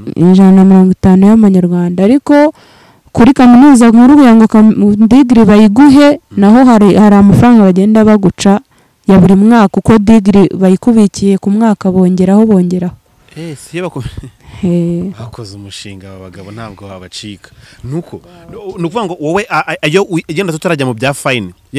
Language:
Kinyarwanda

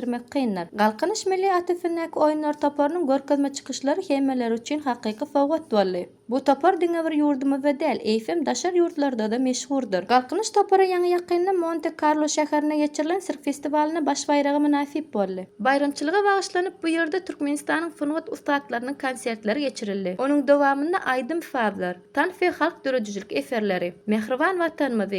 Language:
Turkmen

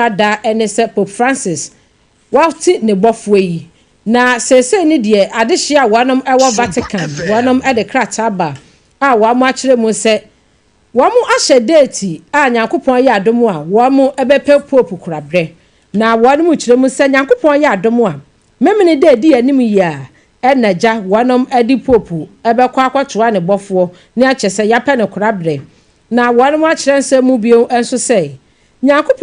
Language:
Akan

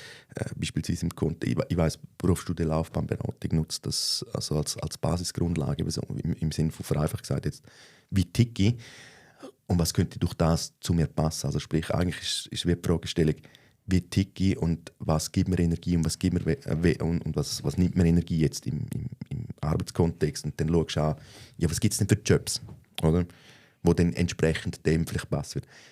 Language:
Swiss German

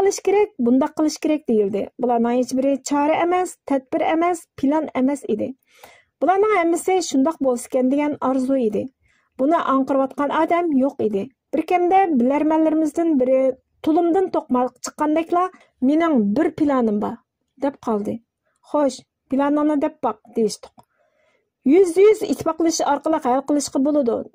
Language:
Uyghur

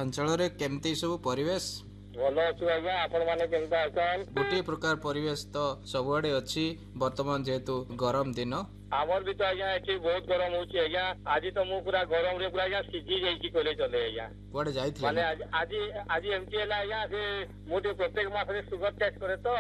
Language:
Odia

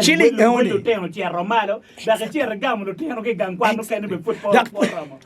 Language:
Acoli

